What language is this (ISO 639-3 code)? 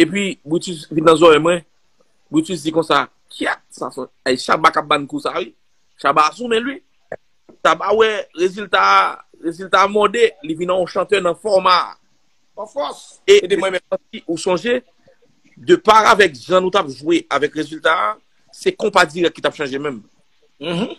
hat